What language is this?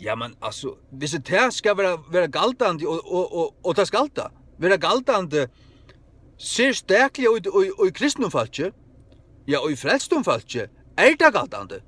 Faroese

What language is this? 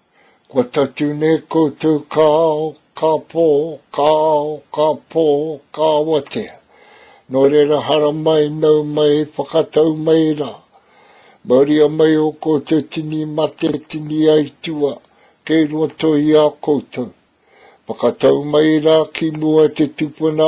Māori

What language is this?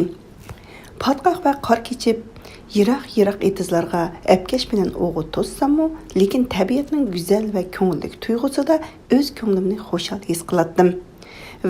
Uyghur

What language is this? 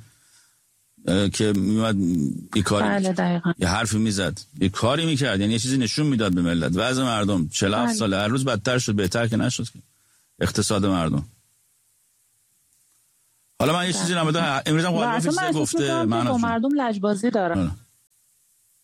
Persian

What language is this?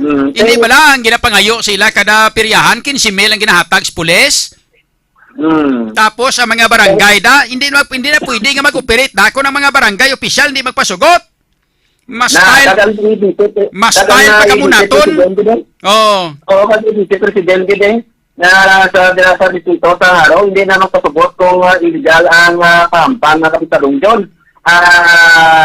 Hiligaynon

